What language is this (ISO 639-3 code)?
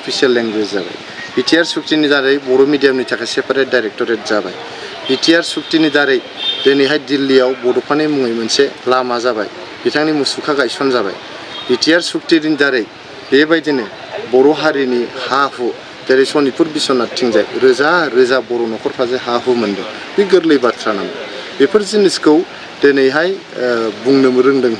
brx